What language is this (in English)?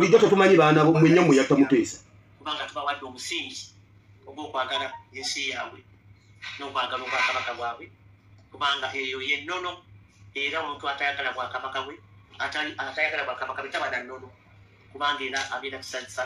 Ganda